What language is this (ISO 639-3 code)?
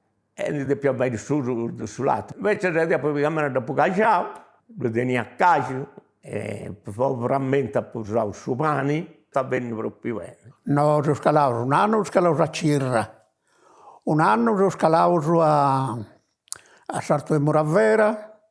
srd